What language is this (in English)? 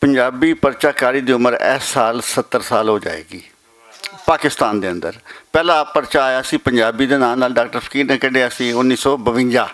Western Panjabi